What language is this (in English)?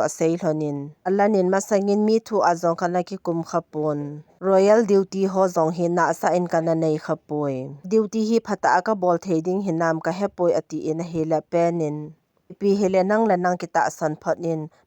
Thado Chin